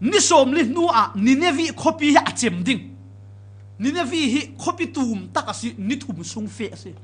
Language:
Falam Chin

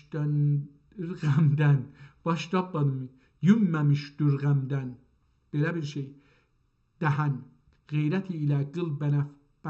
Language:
South Azerbaijani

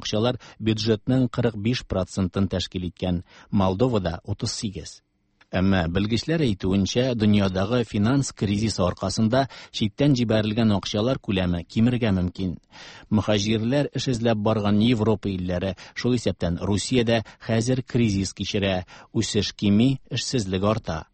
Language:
Tatar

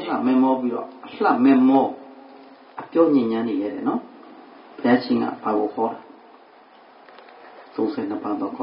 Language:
Burmese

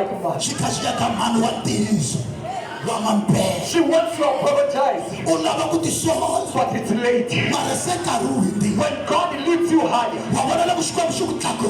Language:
Tsonga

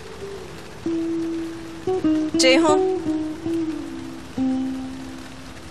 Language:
Turkish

